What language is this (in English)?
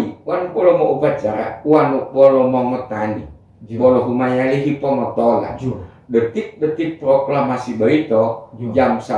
Gorontalo